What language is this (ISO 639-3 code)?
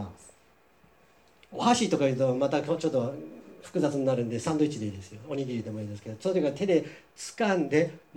jpn